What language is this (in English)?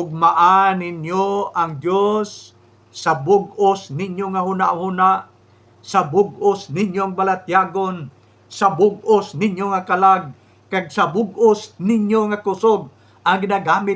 Hiligaynon